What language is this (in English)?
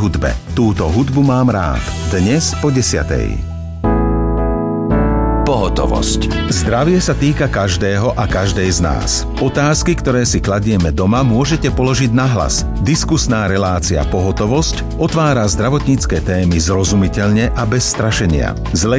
Slovak